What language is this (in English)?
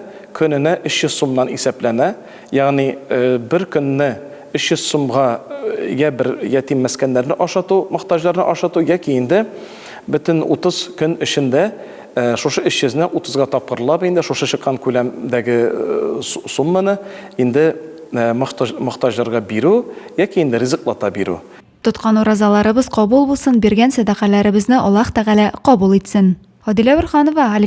Tatar